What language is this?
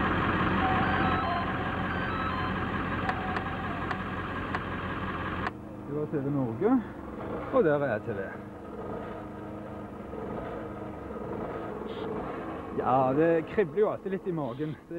Norwegian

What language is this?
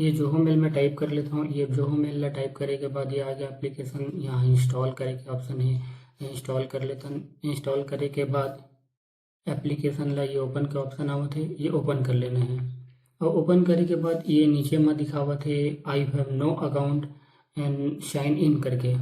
Chhattisgarhi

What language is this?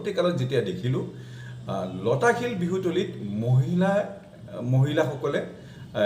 Assamese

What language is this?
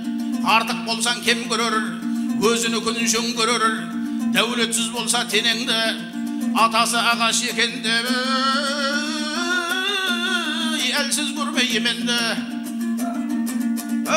Kazakh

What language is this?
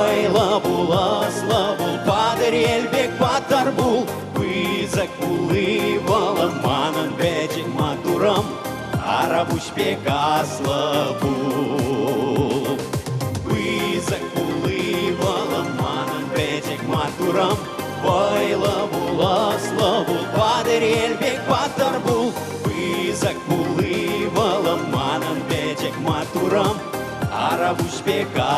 Chuvash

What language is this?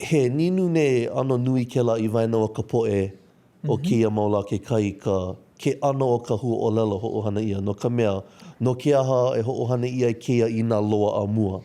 Hawaiian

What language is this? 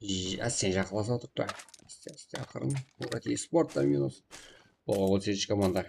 Kara-Kalpak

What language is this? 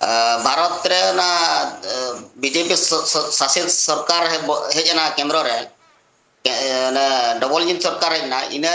Santali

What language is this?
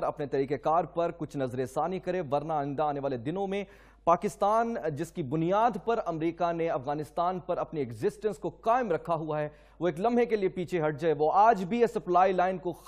Urdu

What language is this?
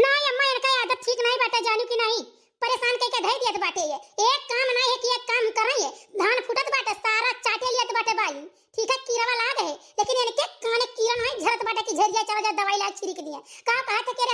Awadhi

